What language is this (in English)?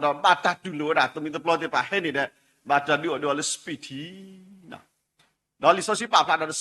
S'gaw Karen